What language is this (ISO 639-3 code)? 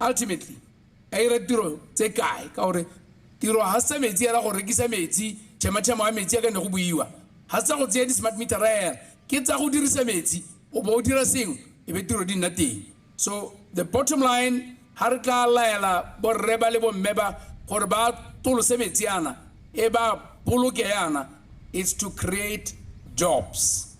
tsn